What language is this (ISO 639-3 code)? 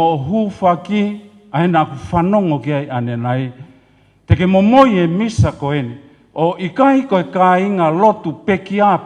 ton